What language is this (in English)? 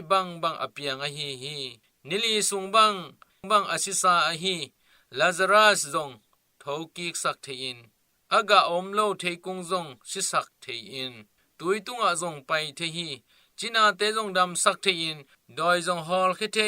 Tedim Chin